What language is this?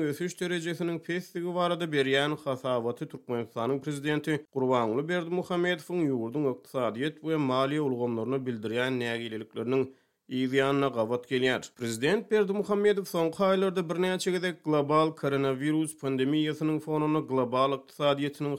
Turkmen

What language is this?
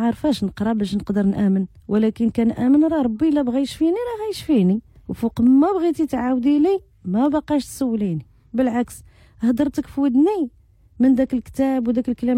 Moroccan Arabic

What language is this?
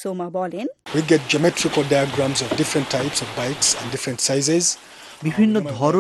Bangla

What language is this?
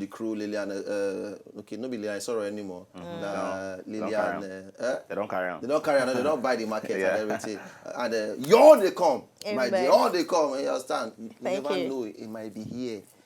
Nigerian Pidgin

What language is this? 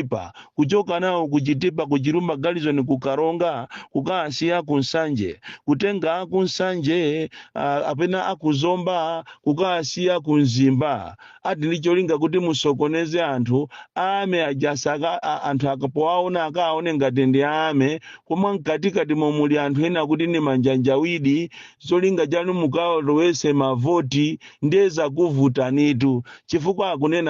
Nyanja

